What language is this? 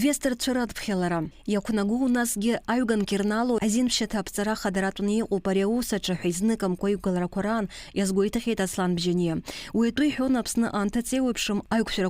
Abkhazian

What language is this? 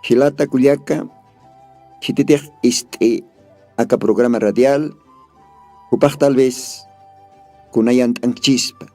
Aymara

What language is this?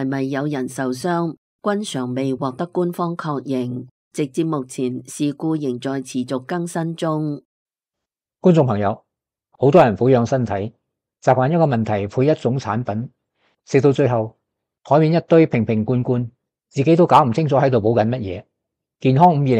Cantonese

